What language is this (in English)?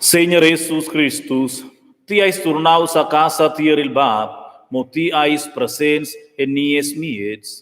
Romansh